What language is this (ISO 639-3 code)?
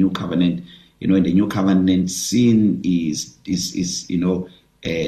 eng